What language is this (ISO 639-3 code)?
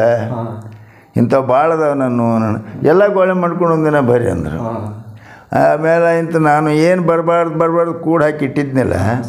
kan